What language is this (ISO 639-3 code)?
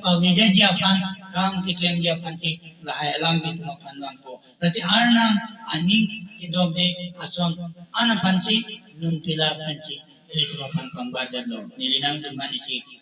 mjw